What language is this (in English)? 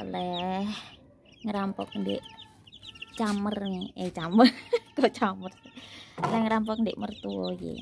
Javanese